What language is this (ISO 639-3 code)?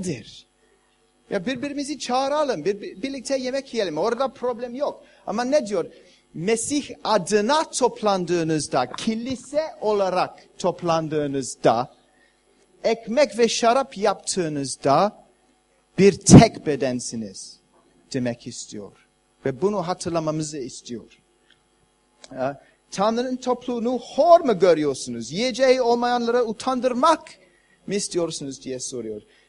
tur